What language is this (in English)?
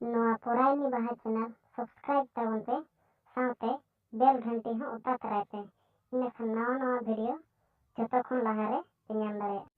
Santali